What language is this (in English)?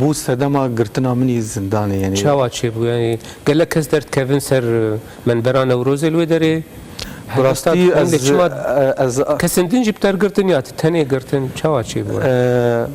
Kurdish